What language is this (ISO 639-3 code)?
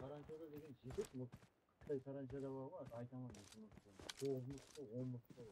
kaa